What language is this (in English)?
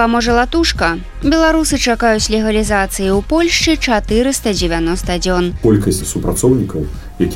Belarusian